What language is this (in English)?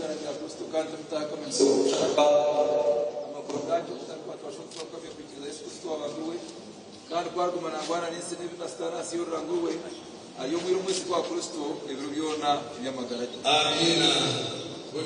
Nyankole